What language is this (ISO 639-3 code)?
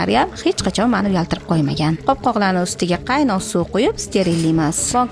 uzb